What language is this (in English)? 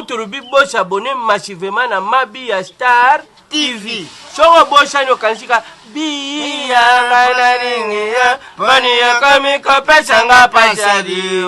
Lingala